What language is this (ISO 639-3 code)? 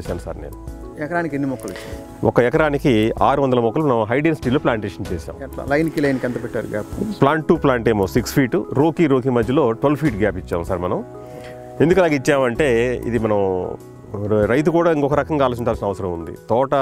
tel